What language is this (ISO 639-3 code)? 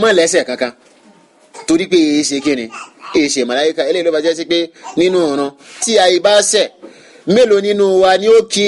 yor